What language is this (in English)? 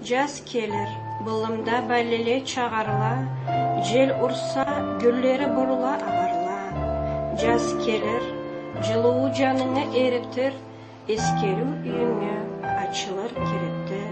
Karachay-Balkar